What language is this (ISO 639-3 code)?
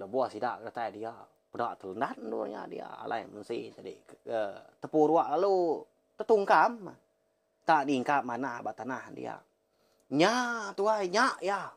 iba